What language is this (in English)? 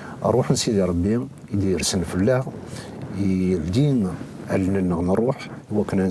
Kabyle